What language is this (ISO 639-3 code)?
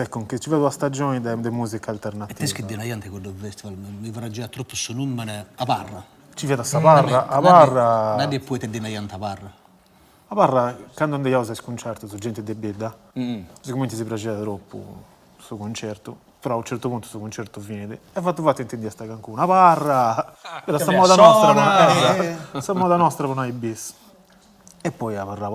srd